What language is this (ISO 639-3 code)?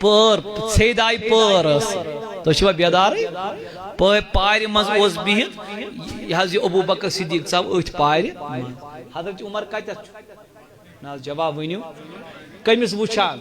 kas